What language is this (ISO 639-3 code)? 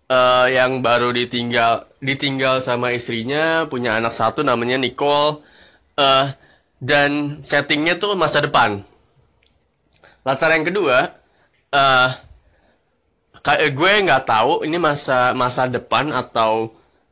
ind